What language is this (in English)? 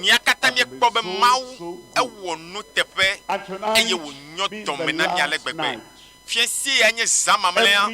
Ewe